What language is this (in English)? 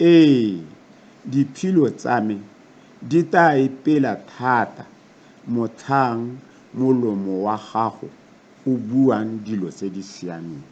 Tswana